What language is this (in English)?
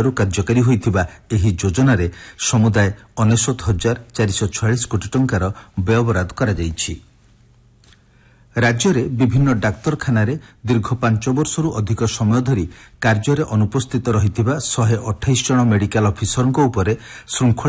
Odia